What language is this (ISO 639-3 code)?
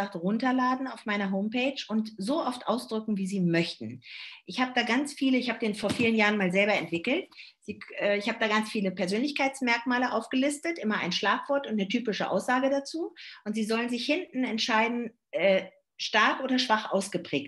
deu